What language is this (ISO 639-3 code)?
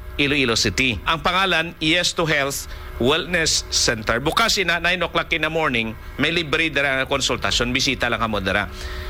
hil